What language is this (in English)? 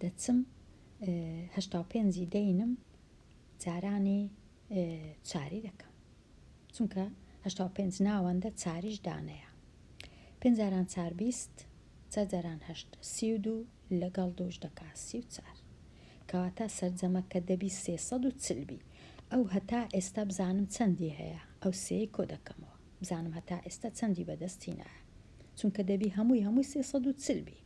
Central Kurdish